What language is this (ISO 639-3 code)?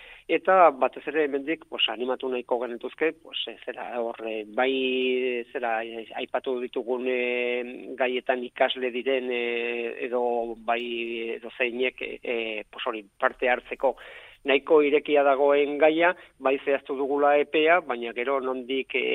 eus